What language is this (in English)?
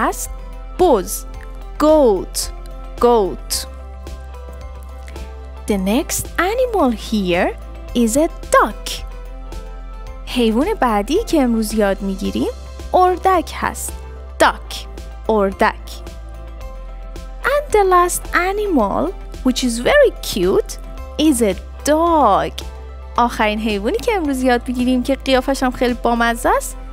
Persian